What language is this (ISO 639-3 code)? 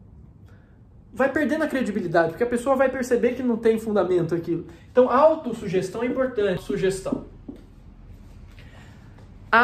por